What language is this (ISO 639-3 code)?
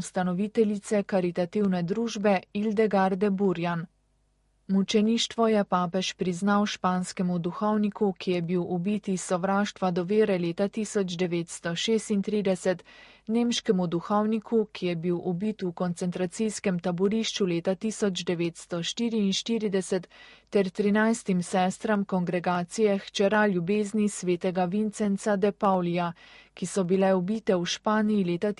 slv